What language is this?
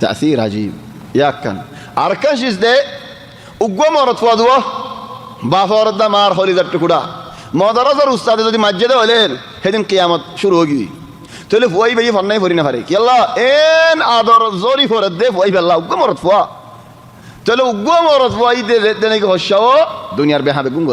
Rohingya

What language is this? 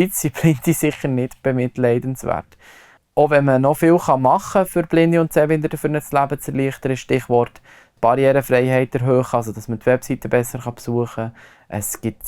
Swiss German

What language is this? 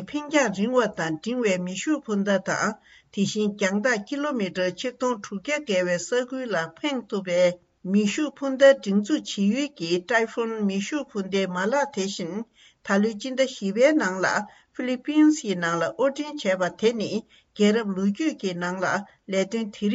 Tibetan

